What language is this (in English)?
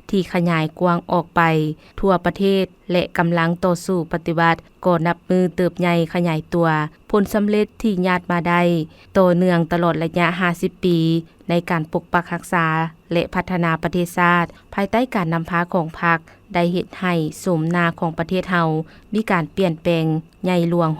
Lao